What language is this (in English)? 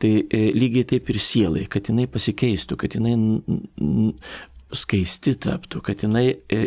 Lithuanian